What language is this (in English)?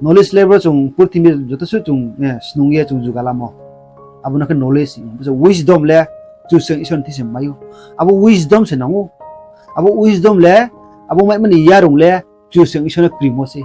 Riang (India)